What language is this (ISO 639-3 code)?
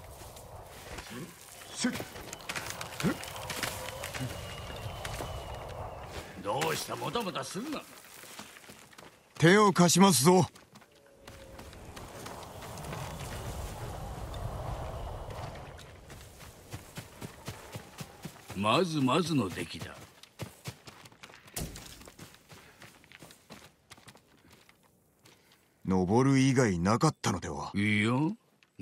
jpn